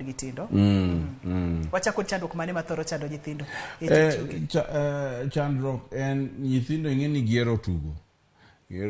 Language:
Luo (Kenya and Tanzania)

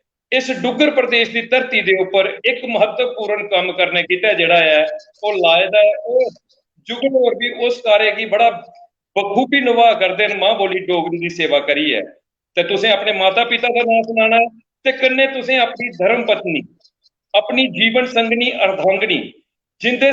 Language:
Dogri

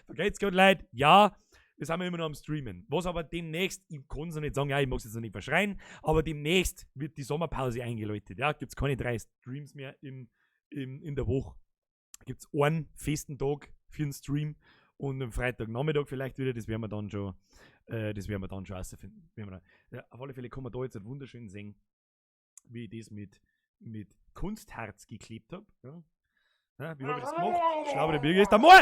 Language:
Bavarian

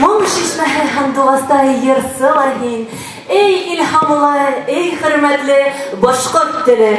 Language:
Bashkir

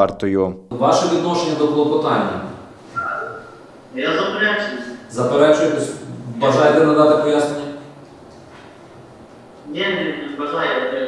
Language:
Ukrainian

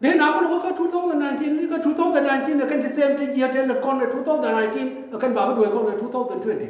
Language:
Nuer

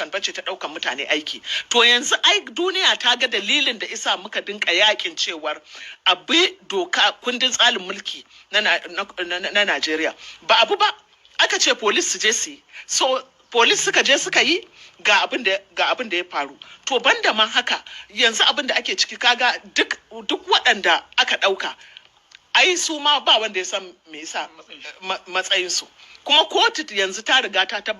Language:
Hausa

